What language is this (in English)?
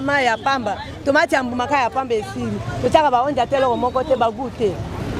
Lingala